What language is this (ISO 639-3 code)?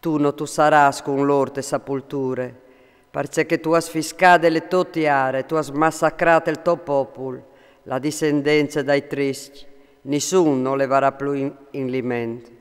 fur